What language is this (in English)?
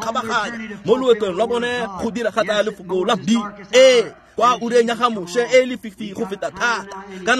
Tswana